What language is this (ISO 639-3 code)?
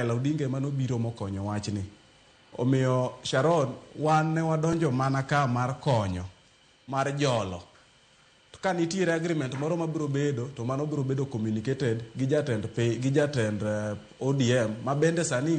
luo